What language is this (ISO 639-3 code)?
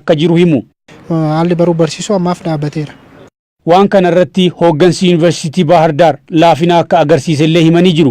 orm